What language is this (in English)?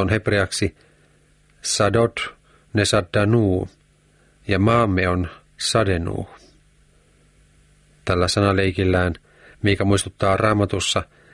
Finnish